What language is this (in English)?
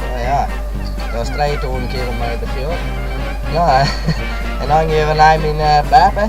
Western Frisian